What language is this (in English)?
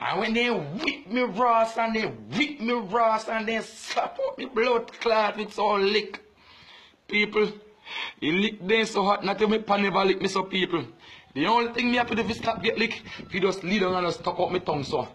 Jamaican Creole English